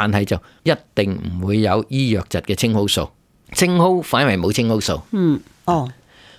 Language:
Cantonese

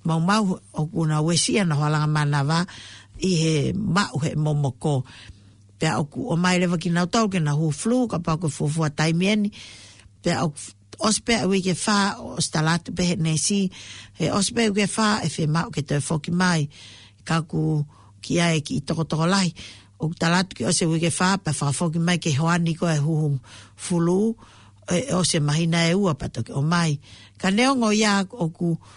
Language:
Tongan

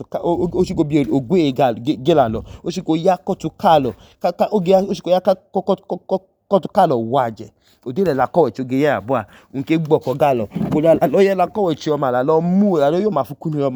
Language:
Idoma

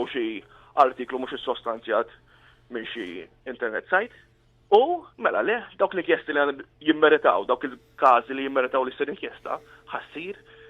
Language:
Maltese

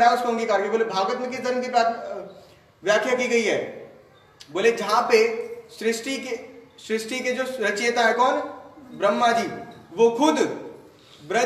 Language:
Hindi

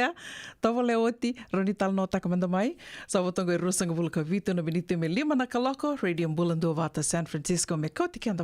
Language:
Fijian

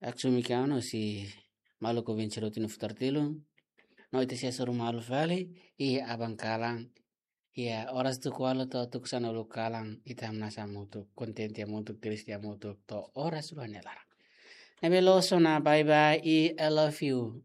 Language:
Tetum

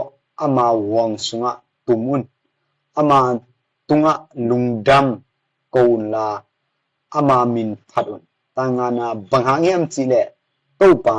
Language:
Tedim Chin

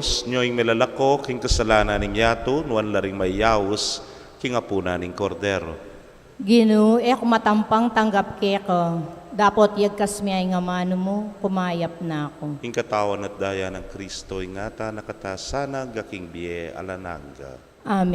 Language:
Pampanga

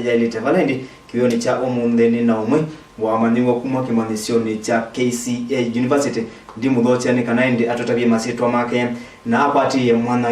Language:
Kamba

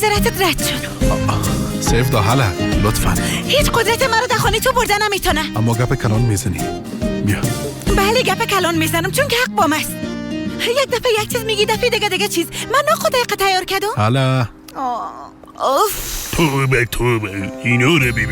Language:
Persian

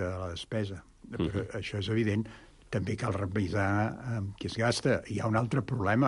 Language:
Catalan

